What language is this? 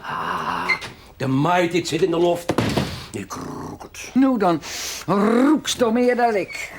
Western Frisian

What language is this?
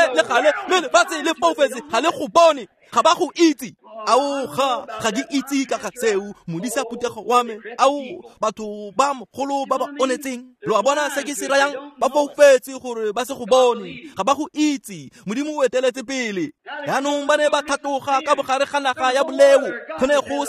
Tswana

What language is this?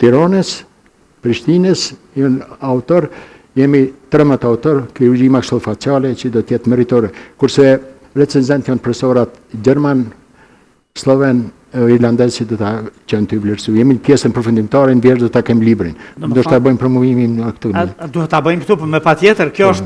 Albanian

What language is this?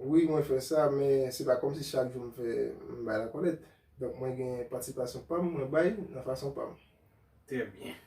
Haitian Creole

